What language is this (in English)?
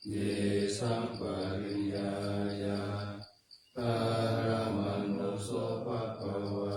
Pali